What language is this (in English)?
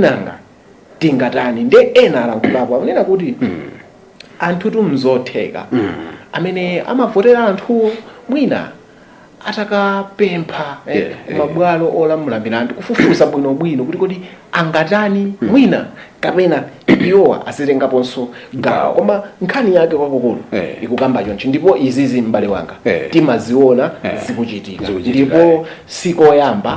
Nyanja